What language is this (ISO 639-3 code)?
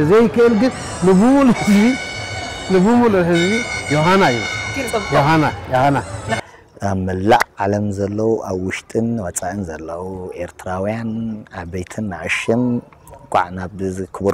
tir